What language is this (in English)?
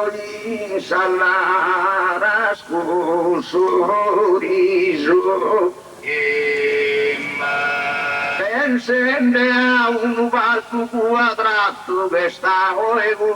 Sardinian